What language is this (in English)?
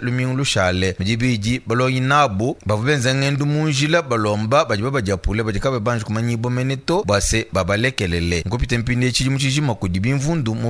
Luba-Lulua